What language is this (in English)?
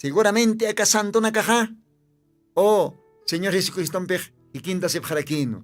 Aymara